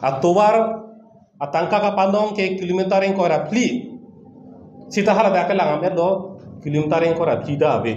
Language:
Karbi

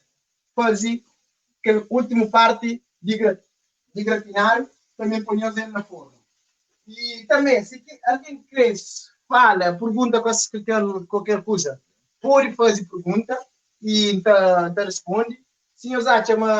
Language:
Kabuverdianu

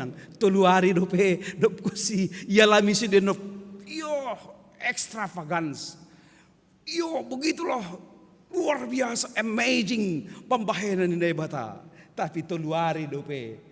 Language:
Batak Simalungun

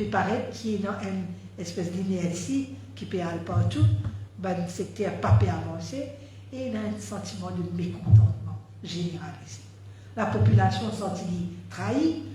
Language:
Morisyen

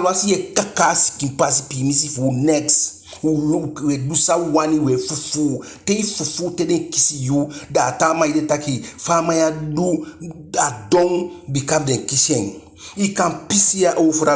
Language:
Eastern Maroon Creole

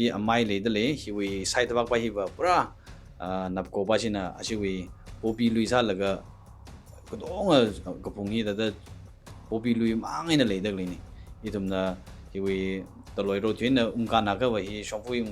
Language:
Tangkhul Naga (India)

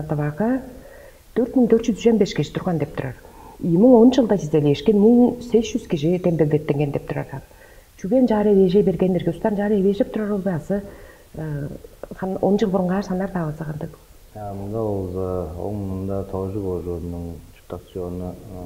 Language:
Tuvinian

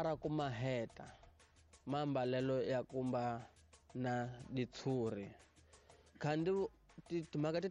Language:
Tsonga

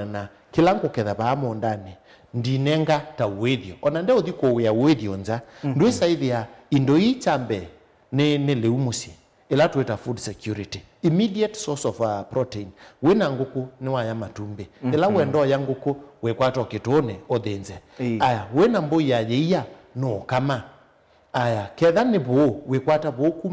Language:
Kamba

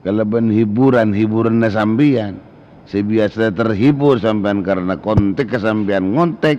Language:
Madurese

